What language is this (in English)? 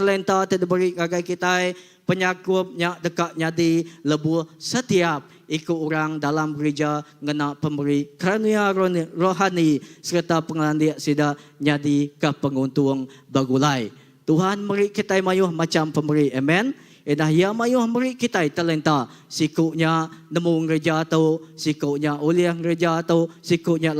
Iban